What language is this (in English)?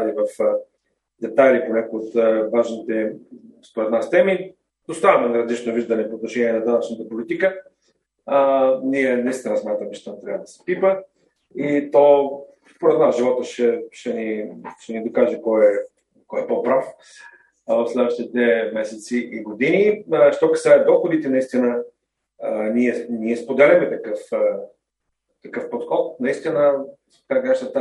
Bulgarian